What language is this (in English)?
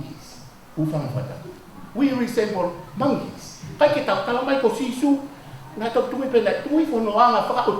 Tongan